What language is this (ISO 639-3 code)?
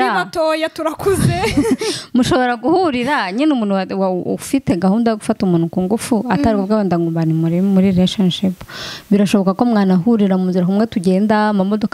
kin